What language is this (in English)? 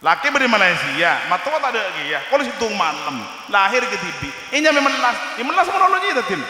Madurese